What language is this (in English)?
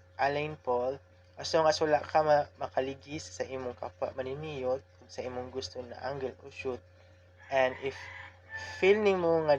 Cebuano